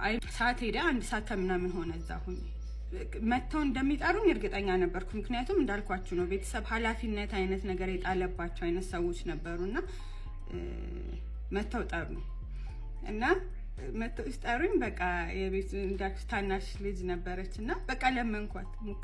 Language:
Amharic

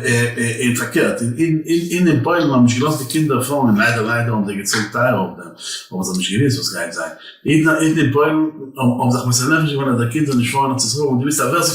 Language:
Yiddish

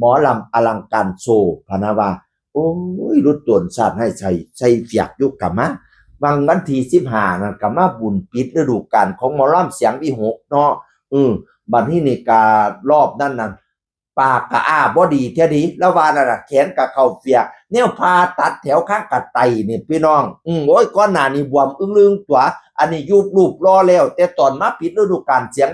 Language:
Northeastern Thai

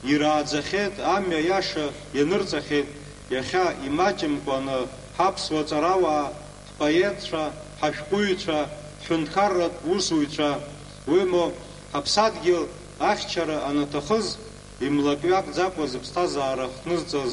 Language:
Abkhazian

